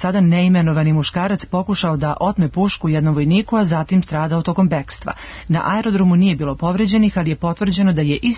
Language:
Serbian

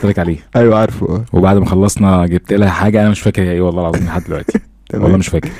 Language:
Egyptian Arabic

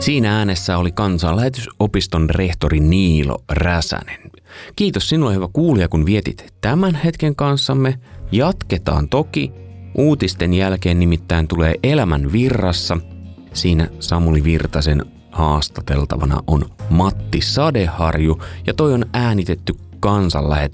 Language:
Finnish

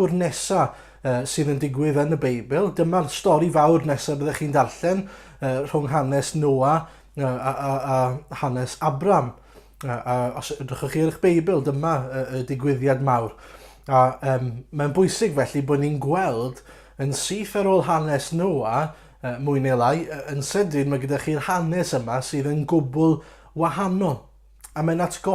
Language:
Welsh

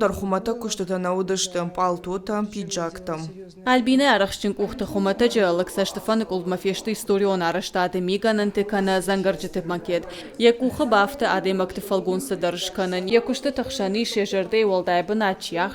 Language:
Ossetic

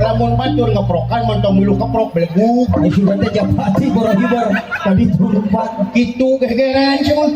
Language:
Sundanese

